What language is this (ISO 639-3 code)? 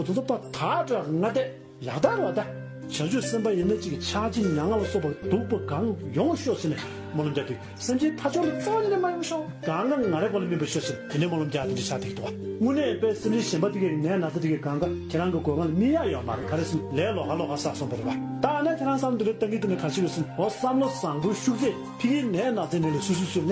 bod